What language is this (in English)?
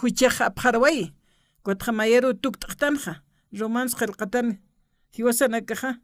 Aymara